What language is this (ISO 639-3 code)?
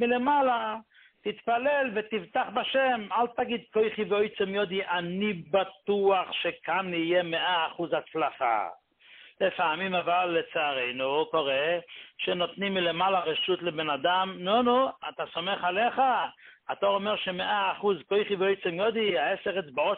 heb